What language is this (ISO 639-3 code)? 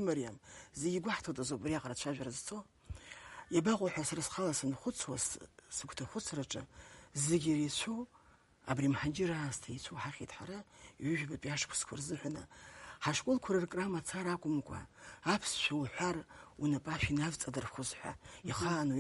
abk